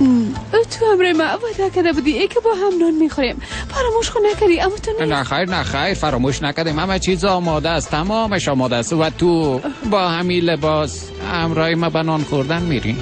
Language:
Persian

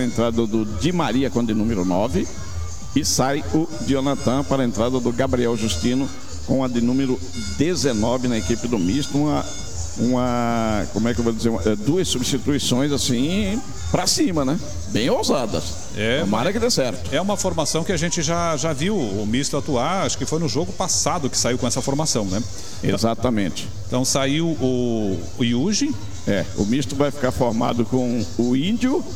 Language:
Portuguese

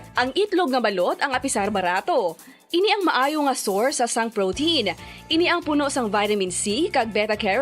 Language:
Hiligaynon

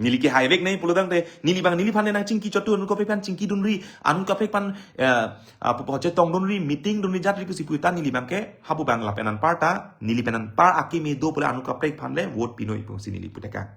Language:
Karbi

